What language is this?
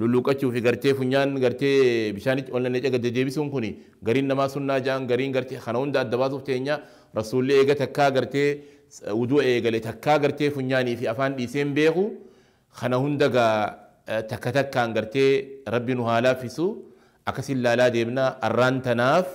Oromo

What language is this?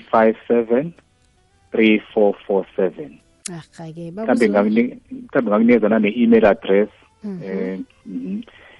South Ndebele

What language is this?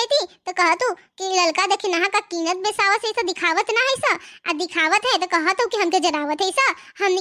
Bhojpuri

